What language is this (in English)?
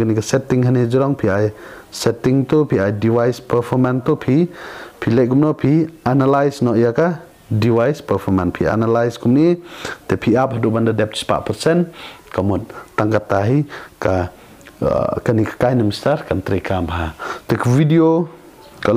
Khasi